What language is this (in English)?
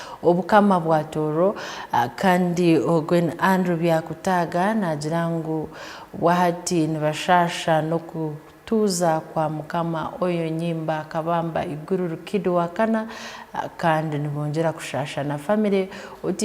Tooro